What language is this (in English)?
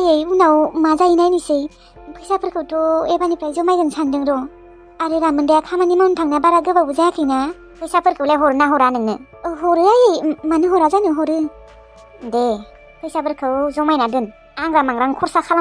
Bodo